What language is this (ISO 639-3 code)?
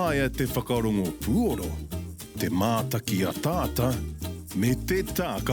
mri